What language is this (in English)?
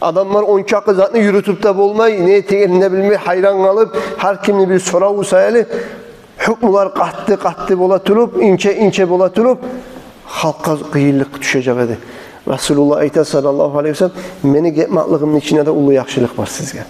Kumyk